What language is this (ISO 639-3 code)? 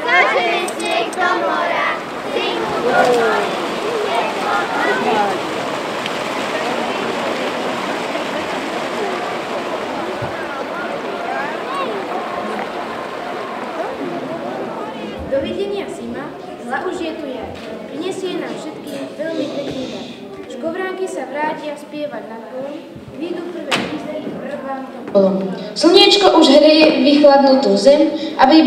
slk